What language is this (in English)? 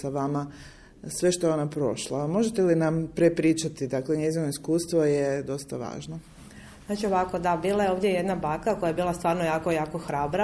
Croatian